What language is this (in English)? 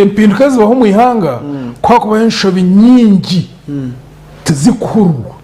Nyankole